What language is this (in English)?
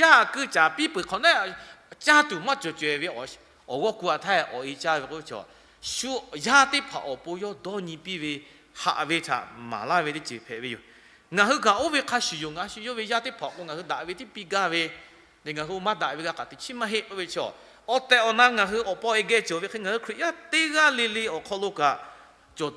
Lahu